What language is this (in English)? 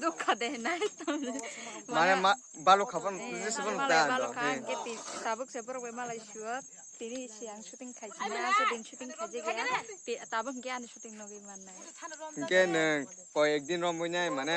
Kok Borok